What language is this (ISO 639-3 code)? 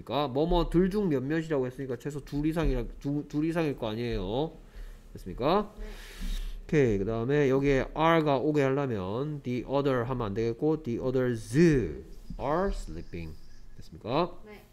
kor